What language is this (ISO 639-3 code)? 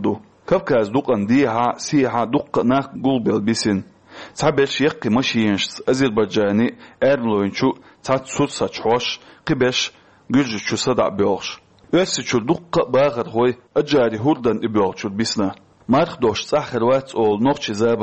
che